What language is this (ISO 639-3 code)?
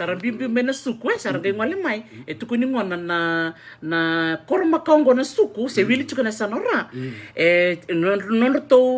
fij